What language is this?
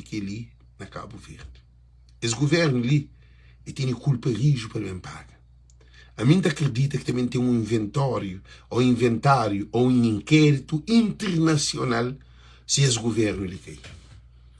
Kabuverdianu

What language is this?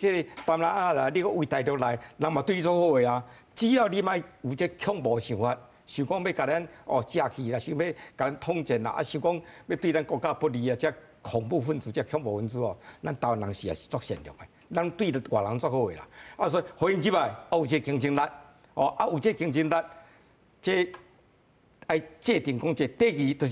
Min Nan Chinese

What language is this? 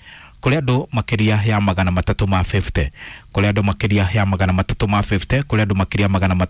Kikuyu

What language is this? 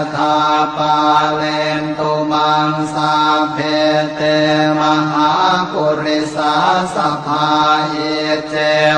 Pali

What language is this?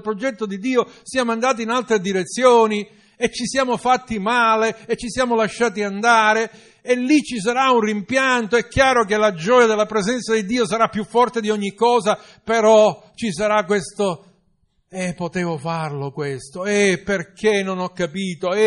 Italian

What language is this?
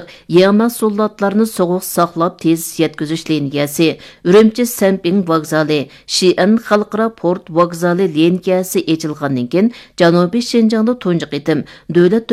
Uyghur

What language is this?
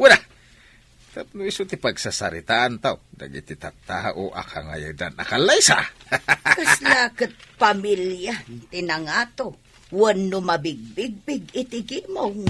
Iloko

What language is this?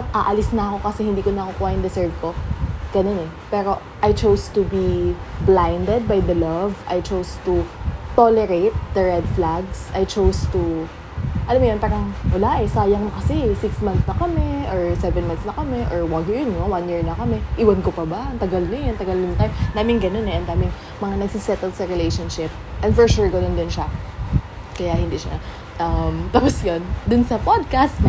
Filipino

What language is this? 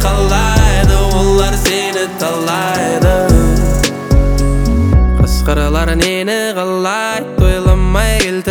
Kazakh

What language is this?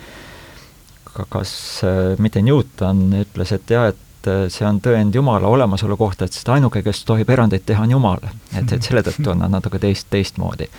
Estonian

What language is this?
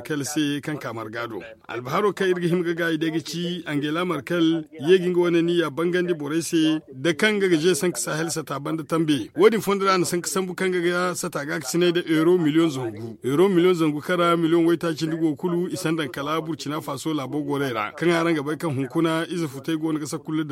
Zarma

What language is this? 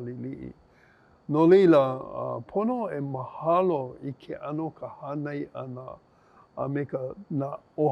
Hawaiian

